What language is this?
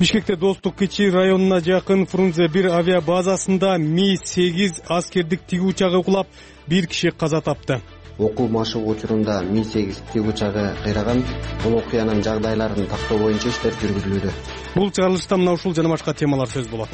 Kyrgyz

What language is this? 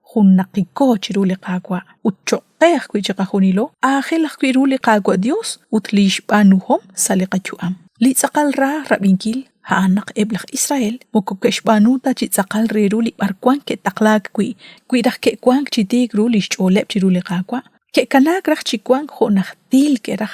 Kekchí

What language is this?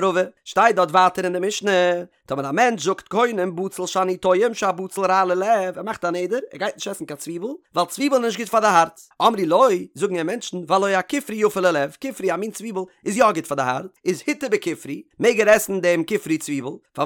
Yiddish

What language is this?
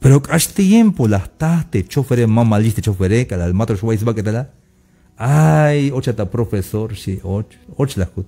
Tzeltal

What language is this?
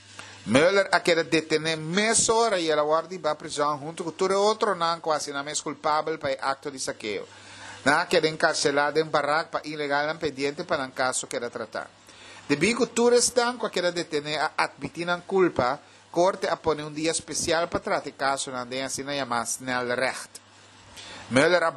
Papiamento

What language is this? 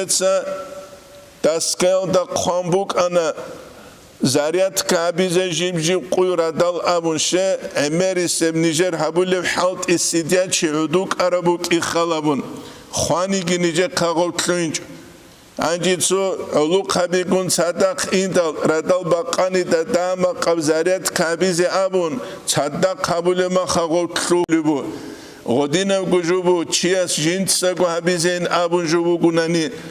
Avaric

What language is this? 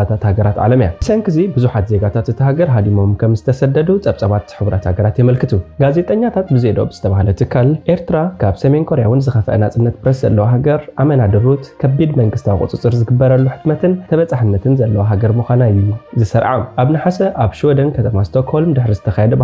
Tigrinya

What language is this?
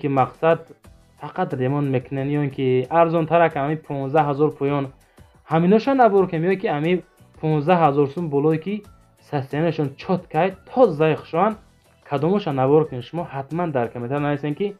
Tajik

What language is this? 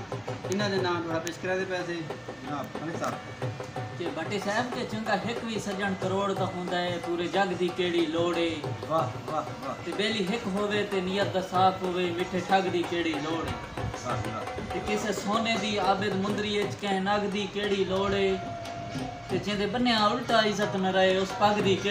Saraiki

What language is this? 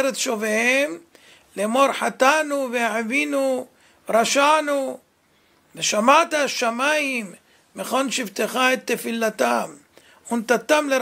Hebrew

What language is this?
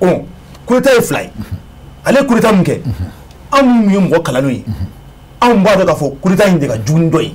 Bambara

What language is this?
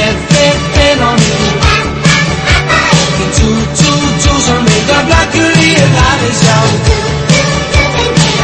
Danish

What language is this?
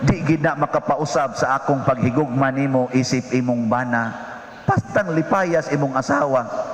Cebuano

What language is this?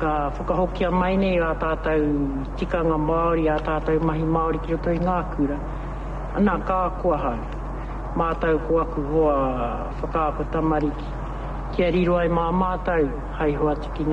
Māori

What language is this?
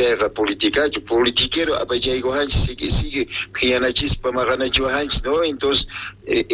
Quechua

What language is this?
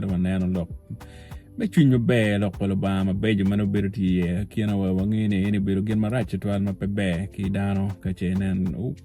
Acoli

